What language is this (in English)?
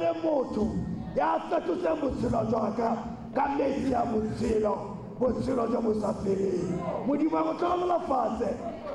Tswana